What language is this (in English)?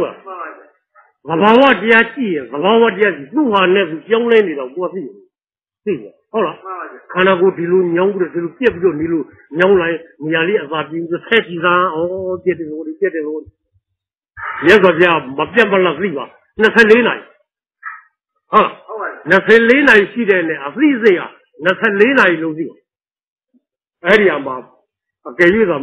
Burmese